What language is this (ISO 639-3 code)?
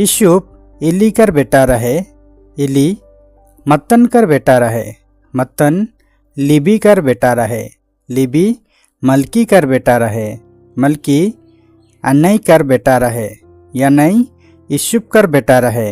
sck